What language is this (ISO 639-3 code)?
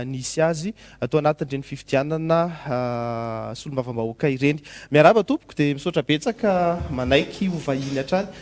mlg